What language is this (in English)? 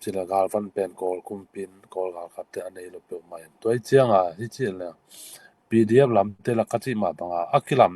Tedim Chin